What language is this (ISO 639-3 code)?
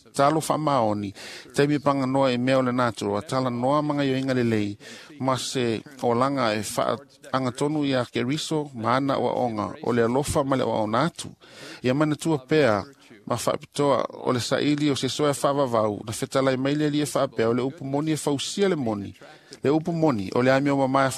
smo